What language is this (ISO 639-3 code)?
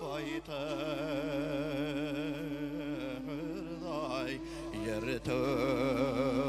bak